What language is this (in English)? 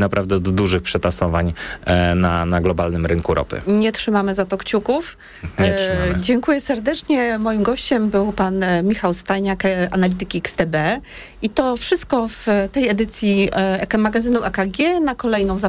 Polish